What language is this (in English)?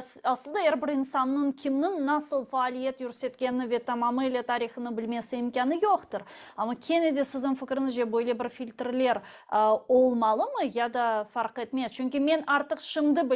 Crimean Tatar